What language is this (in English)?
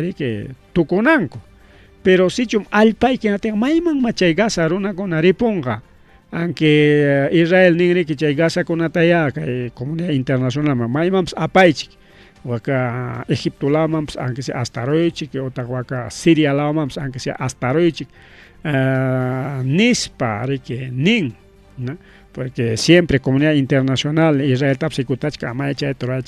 Ayacucho Quechua